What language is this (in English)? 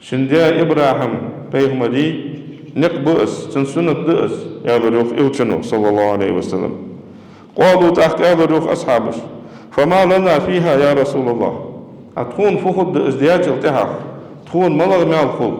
Ingush